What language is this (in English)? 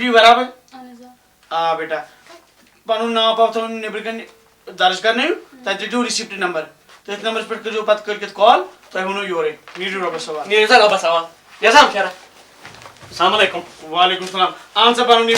Kashmiri